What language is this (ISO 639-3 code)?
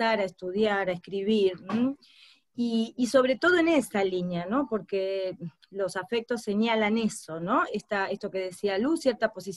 spa